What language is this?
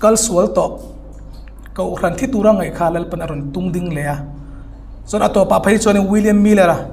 Hmar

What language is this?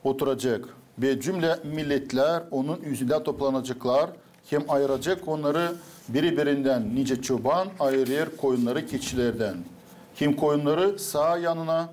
Gagauz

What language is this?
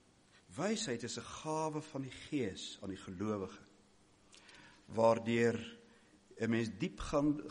Afrikaans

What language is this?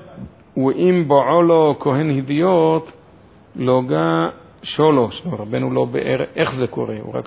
Hebrew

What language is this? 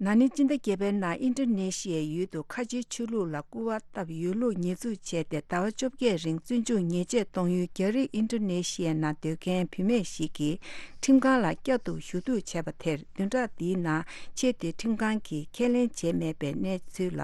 Tibetan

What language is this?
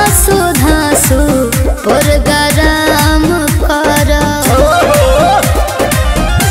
Bhojpuri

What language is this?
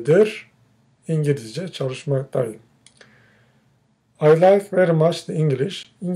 Turkish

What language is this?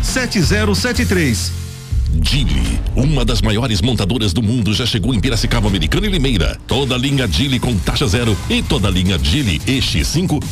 Portuguese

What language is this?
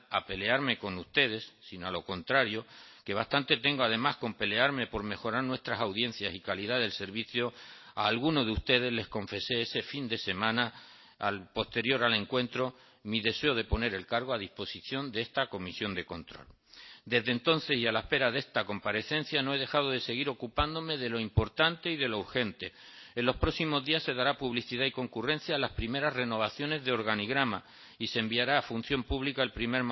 Spanish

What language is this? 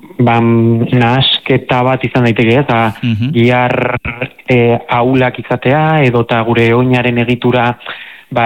Basque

